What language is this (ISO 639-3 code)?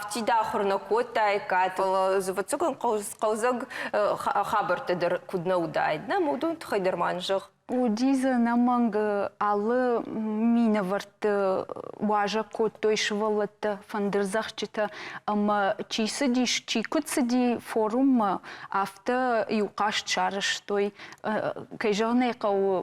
oss